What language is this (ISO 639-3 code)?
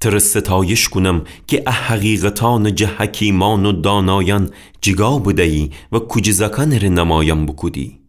glk